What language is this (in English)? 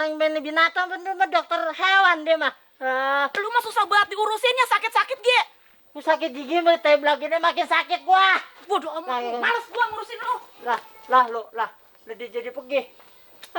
Betawi